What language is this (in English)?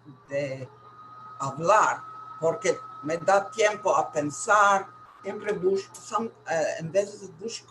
Ladino